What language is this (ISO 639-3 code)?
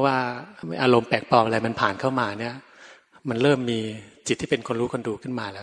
tha